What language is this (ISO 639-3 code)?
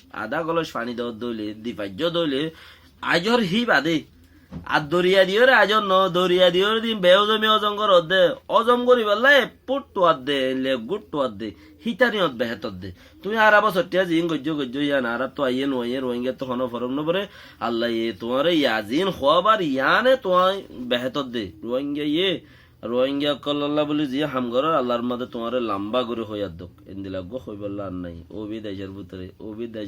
rhg